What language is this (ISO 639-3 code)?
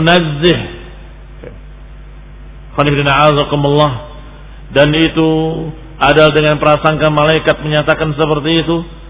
ind